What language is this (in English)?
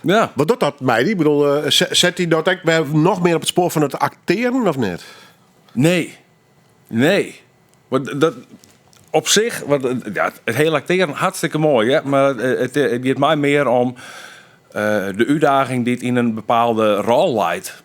Western Frisian